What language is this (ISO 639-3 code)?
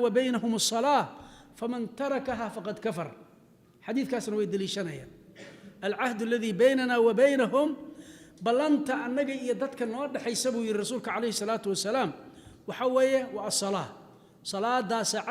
som